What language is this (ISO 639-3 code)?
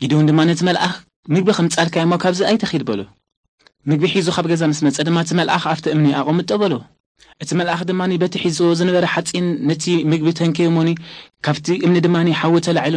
tir